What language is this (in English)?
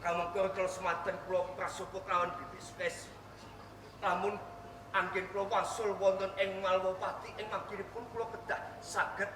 Javanese